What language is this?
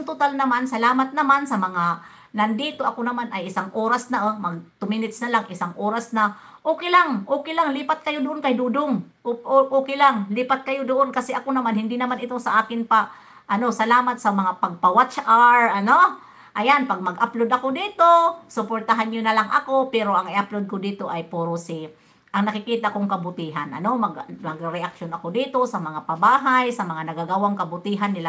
Filipino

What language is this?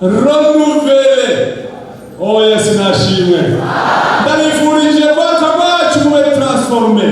Rundi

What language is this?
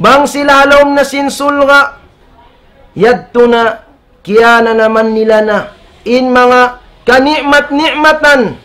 Tausug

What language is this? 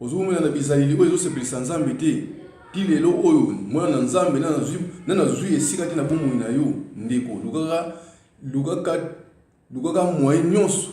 Lingala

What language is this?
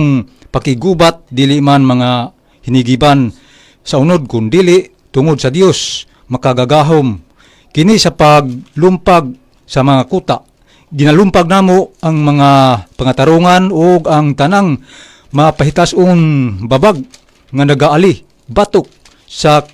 Cebuano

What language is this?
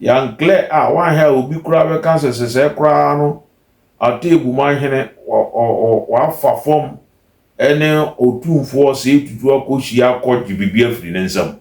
Akan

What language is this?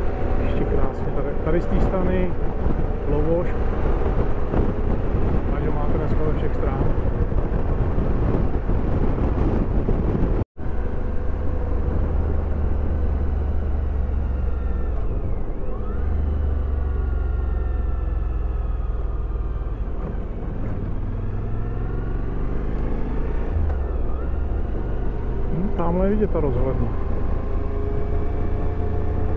Czech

